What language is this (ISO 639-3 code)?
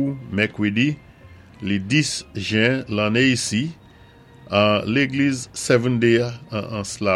acf